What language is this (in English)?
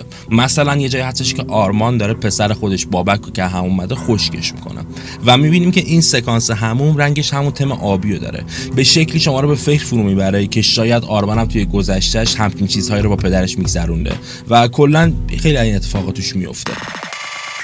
Persian